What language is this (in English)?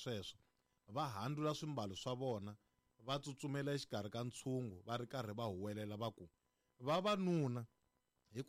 Tsonga